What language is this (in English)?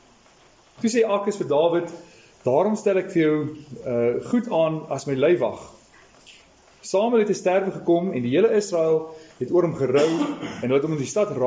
Afrikaans